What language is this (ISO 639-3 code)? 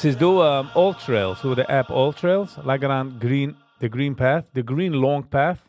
yid